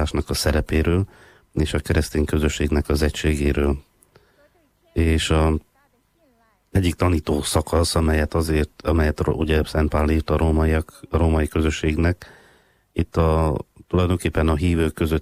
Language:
Hungarian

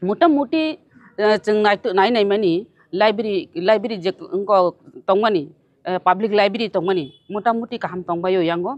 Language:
Kok Borok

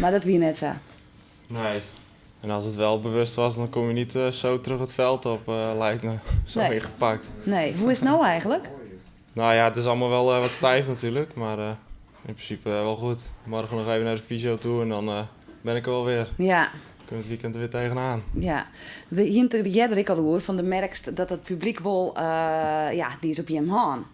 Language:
Western Frisian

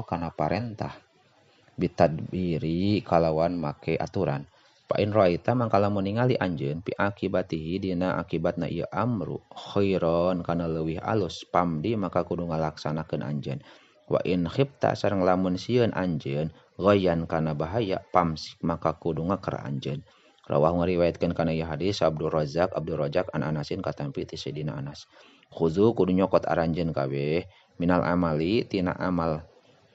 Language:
Sundanese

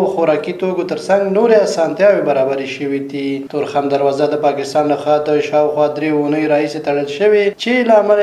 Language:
Pashto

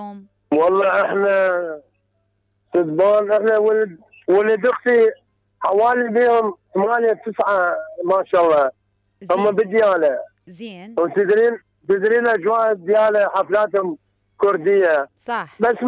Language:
Mesopotamian Arabic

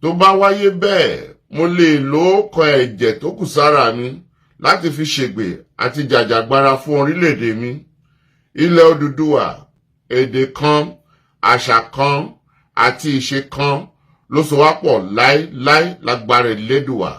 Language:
Yoruba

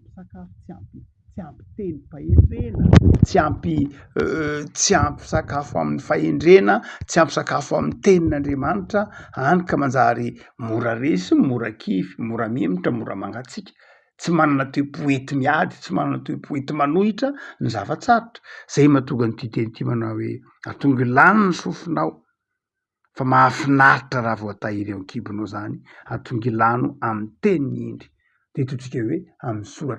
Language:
Malagasy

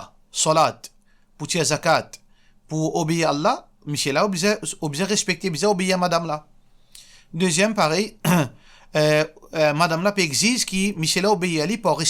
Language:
Morisyen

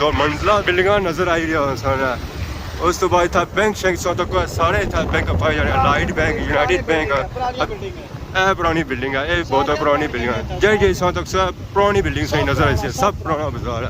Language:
Pahari-Potwari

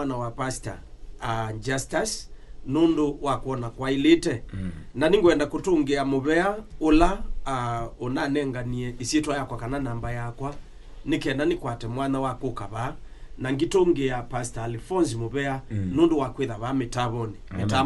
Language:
Kamba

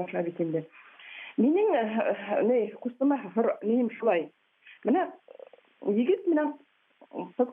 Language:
Bashkir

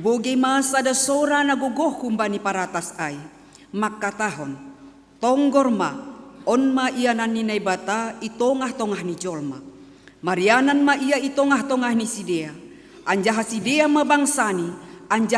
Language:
Batak Simalungun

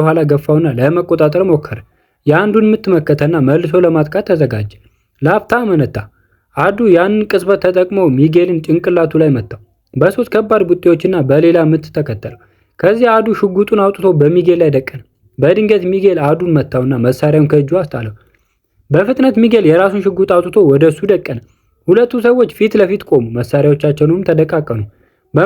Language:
Amharic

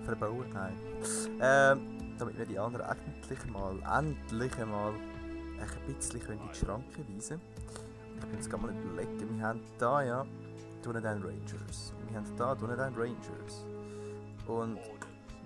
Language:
Swiss German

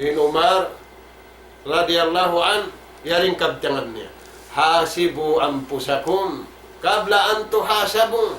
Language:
Tausug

